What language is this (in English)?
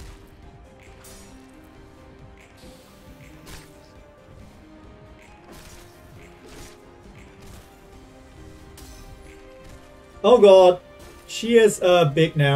English